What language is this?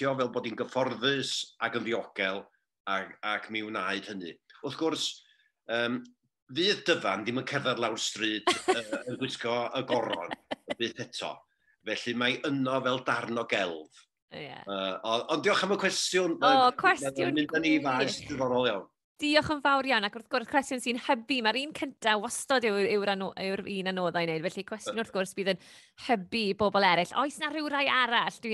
Welsh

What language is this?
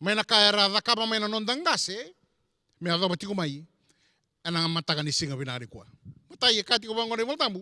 Fijian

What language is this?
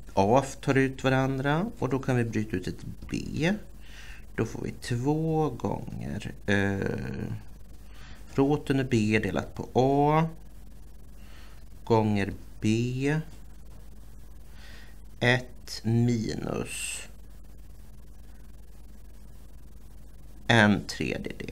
Swedish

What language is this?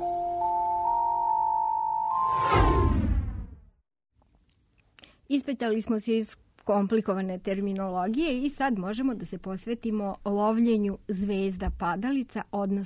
Serbian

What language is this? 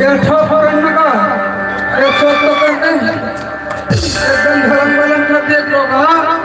Chhattisgarhi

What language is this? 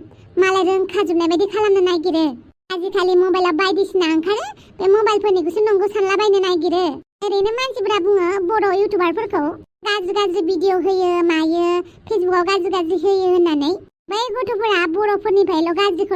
Bodo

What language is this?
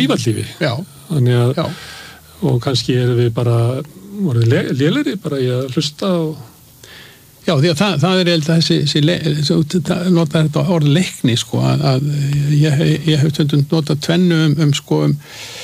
Icelandic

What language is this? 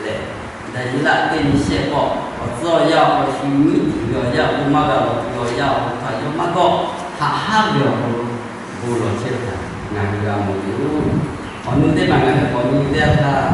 Lahu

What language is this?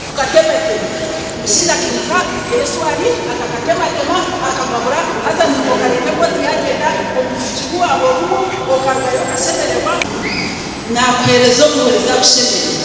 Nyankole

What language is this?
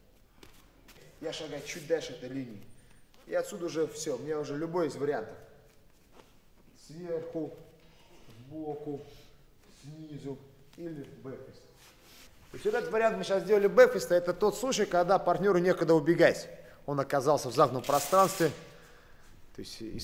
Russian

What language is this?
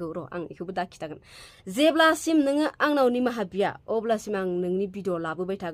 Bodo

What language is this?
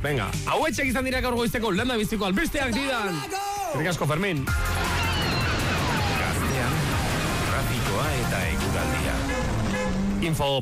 Basque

